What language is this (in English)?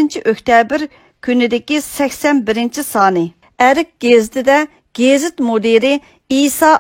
Uyghur